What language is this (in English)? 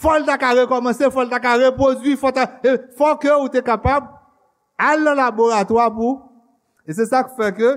Haitian Creole